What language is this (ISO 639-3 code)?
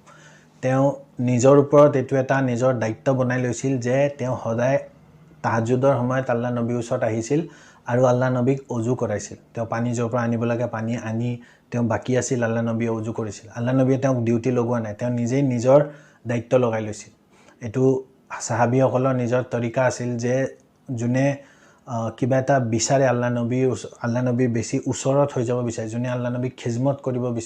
asm